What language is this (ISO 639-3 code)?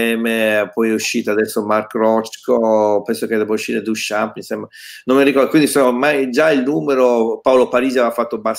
ita